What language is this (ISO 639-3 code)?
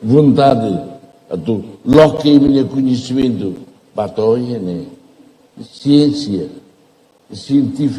tet